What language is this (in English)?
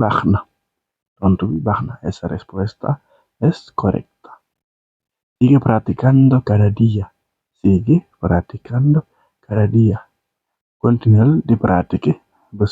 Wolof